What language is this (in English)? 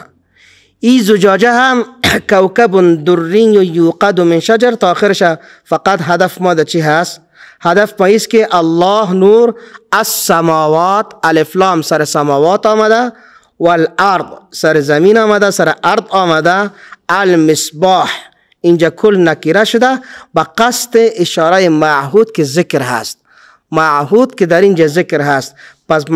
Persian